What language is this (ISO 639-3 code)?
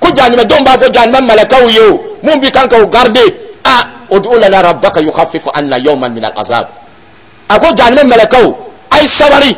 dyu